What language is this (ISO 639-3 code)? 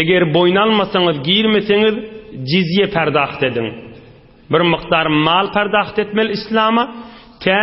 tuk